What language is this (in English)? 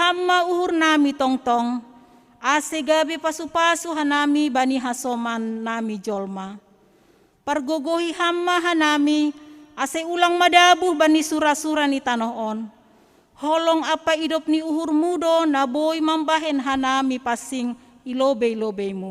Batak Simalungun